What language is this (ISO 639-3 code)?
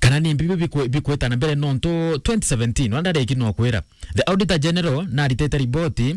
mer